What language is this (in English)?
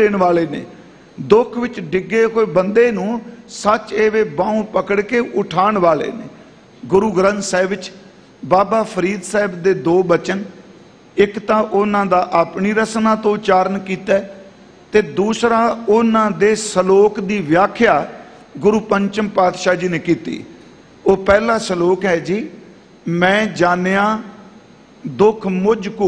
Punjabi